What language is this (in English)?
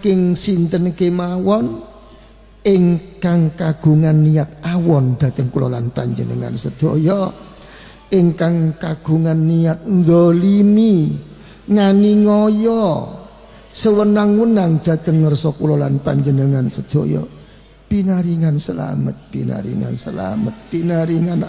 Javanese